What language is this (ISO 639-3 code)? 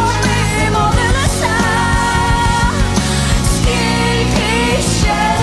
ukr